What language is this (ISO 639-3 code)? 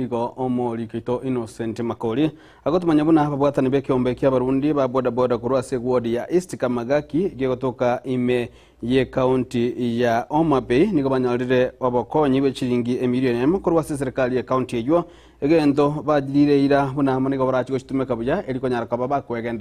guz